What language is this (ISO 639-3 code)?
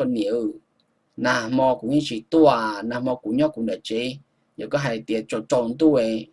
hmn